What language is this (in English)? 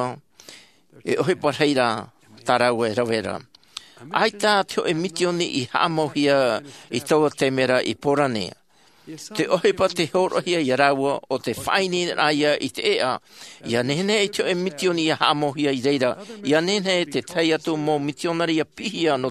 Tahitian